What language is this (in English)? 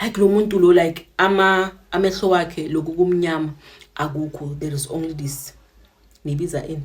Zulu